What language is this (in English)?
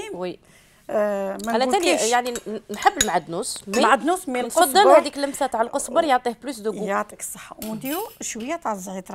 Algerian Arabic